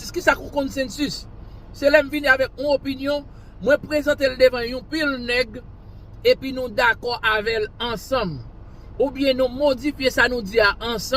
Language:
Haitian Creole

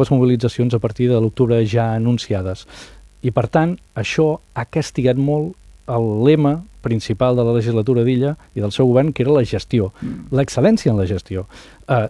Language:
Catalan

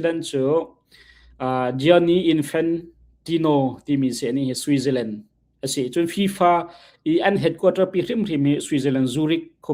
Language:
Hakha Chin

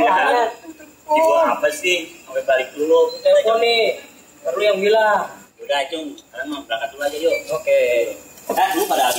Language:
Betawi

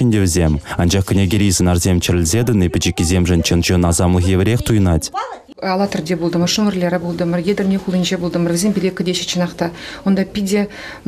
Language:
Chuvash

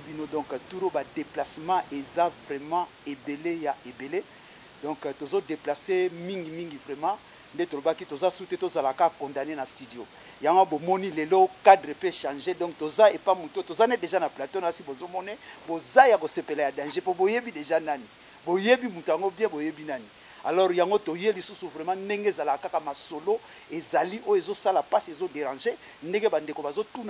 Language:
Lingala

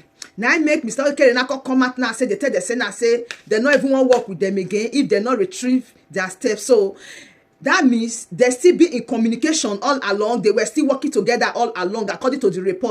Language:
Nigerian Pidgin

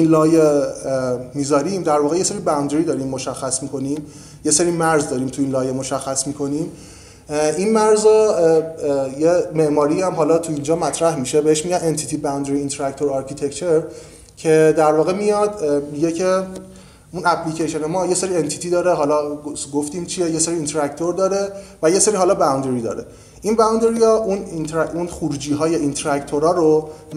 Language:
Persian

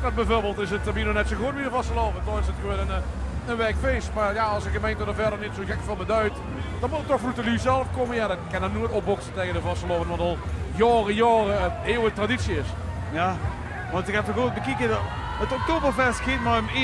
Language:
Limburgish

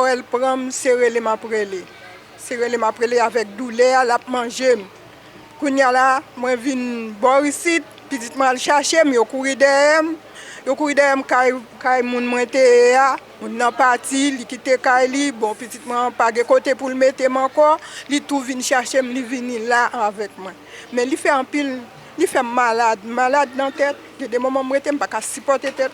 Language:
Haitian Creole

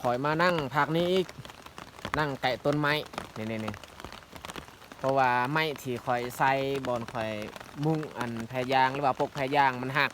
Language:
Lao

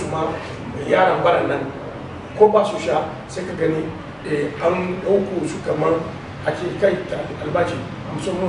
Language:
Hausa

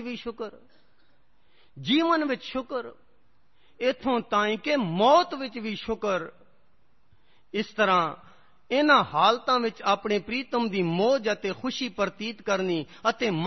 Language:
Punjabi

